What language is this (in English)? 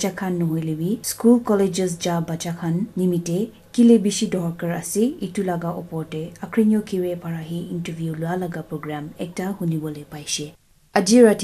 Naga Pidgin